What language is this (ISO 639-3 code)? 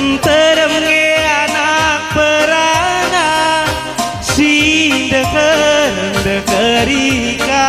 btx